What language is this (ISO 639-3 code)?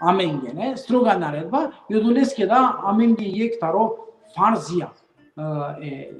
rmn